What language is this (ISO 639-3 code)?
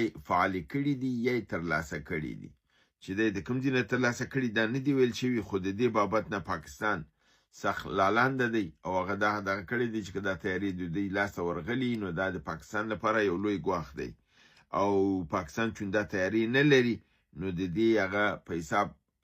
pus